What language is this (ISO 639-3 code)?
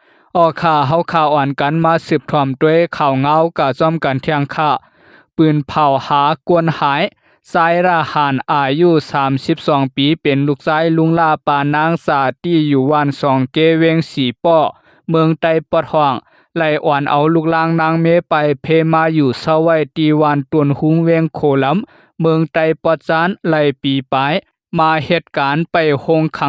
shn